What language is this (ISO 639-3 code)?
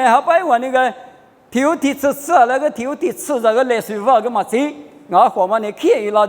lis